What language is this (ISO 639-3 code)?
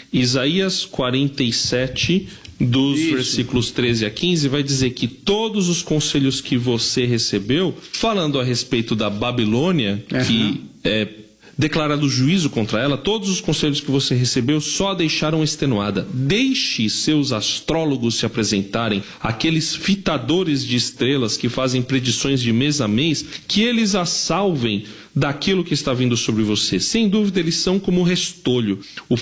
por